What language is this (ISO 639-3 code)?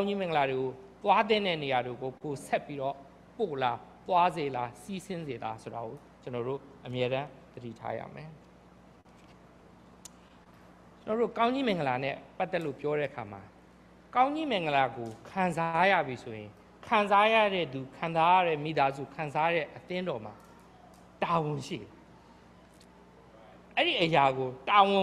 mya